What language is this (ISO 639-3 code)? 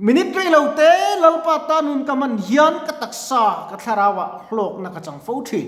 lus